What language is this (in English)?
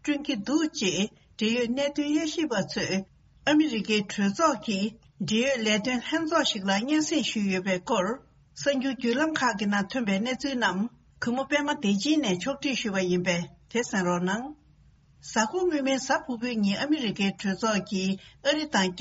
Tibetan